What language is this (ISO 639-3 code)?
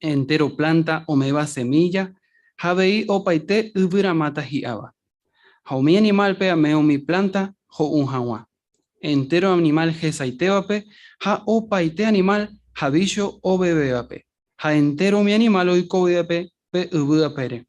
grn